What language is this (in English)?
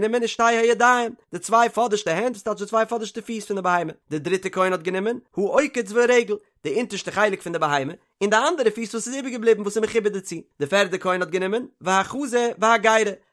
Yiddish